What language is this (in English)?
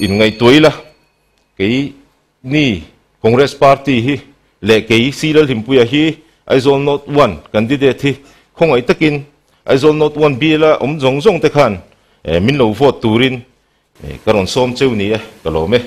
Mizo